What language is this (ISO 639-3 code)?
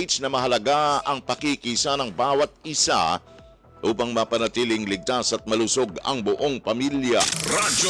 fil